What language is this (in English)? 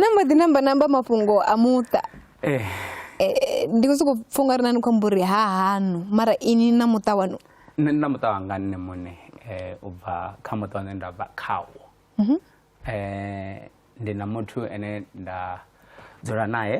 Venda